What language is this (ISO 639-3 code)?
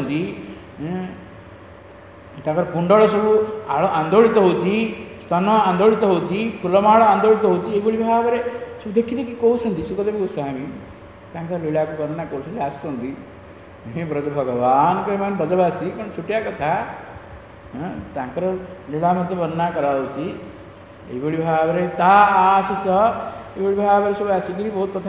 ori